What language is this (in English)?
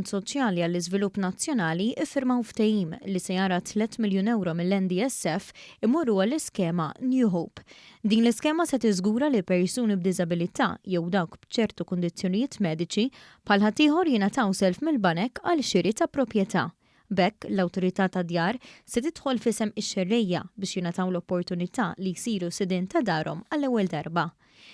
Maltese